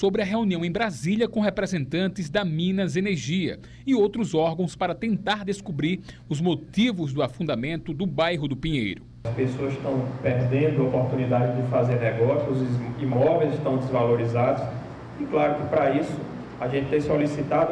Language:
Portuguese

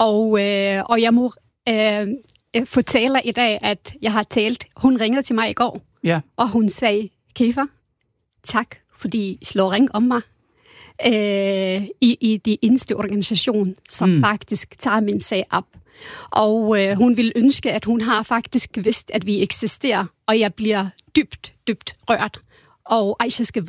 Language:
Danish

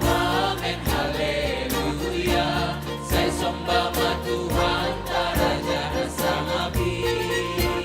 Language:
Batak Simalungun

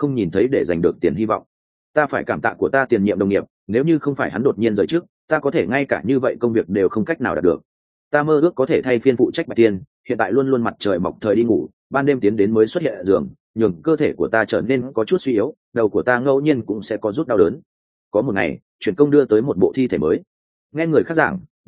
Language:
Vietnamese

